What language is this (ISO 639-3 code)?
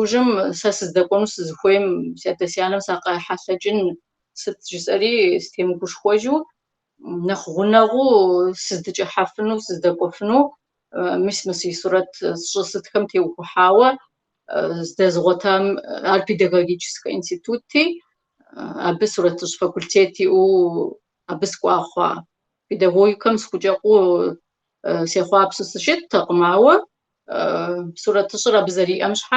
kbd